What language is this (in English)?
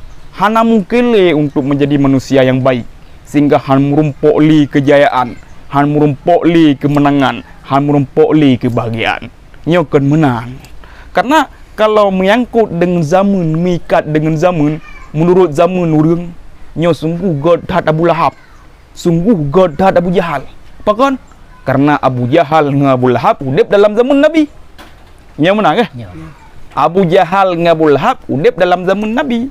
Achinese